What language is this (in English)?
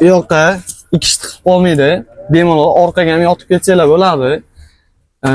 Uzbek